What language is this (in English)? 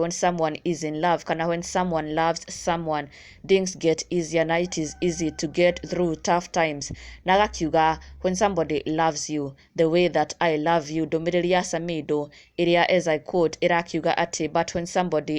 Kikuyu